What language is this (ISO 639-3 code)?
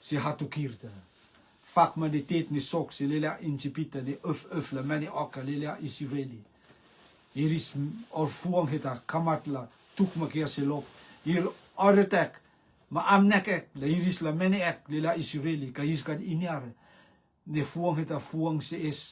rtm